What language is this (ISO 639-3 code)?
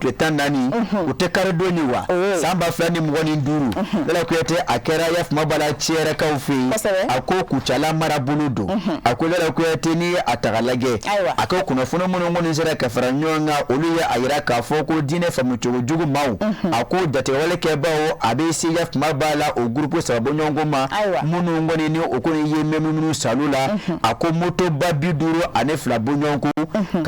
bam